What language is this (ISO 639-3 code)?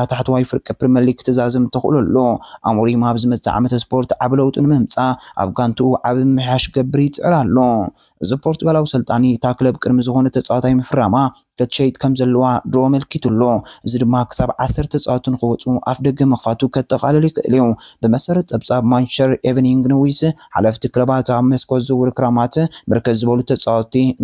tir